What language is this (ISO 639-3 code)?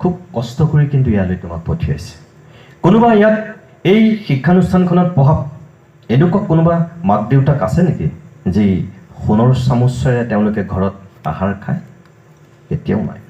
asm